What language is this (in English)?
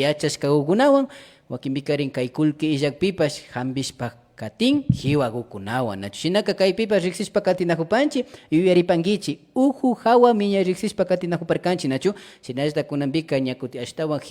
Imbabura Highland Quichua